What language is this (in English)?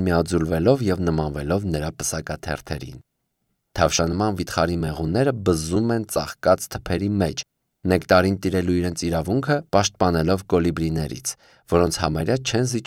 Armenian